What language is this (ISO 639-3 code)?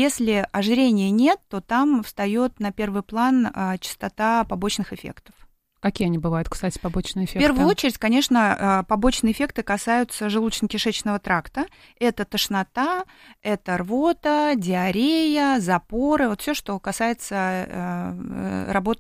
rus